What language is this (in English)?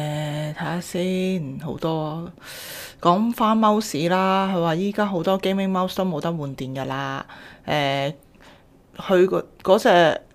Cantonese